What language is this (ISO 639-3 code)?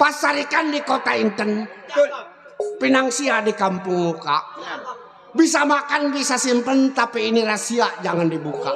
bew